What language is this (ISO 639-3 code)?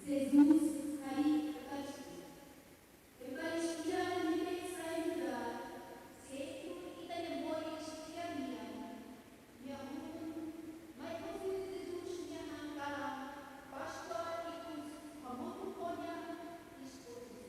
tet